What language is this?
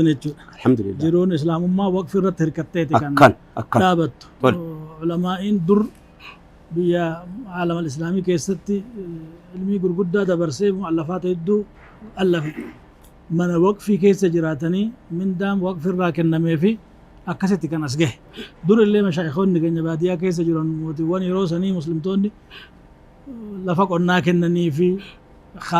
Oromo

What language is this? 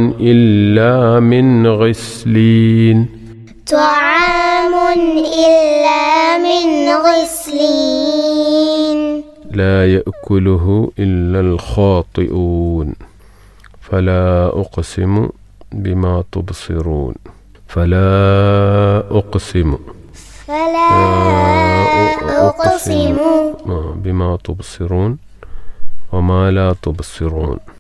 Malayalam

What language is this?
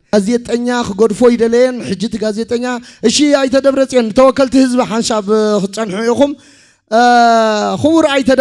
Tigrinya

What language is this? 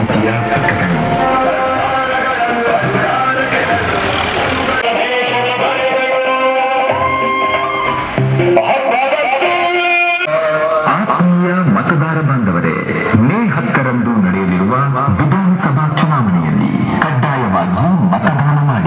Kannada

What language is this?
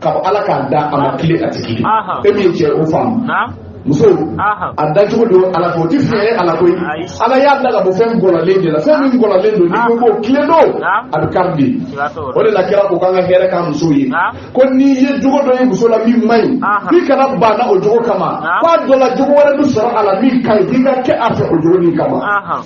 Bambara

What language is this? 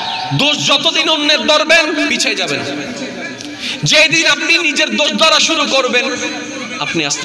Bangla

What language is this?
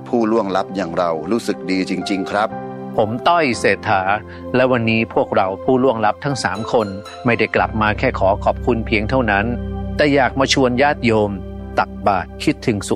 Thai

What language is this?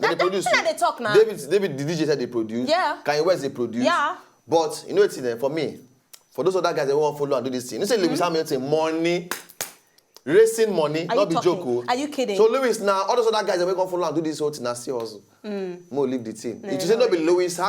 Nigerian Pidgin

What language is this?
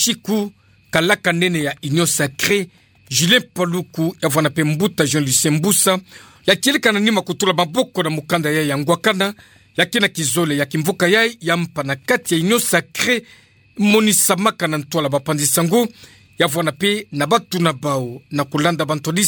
Kituba (Democratic Republic of Congo)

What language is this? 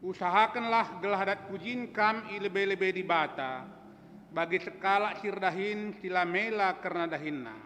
Batak Karo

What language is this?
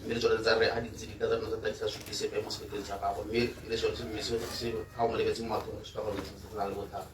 Tswana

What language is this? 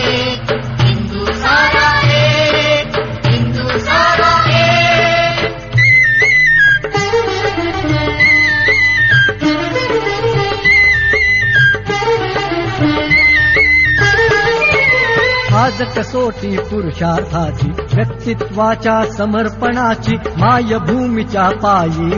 Marathi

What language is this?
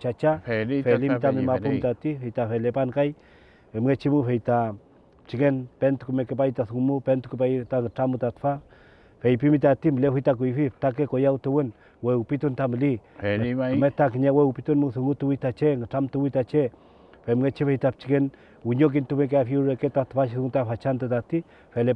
Mapuche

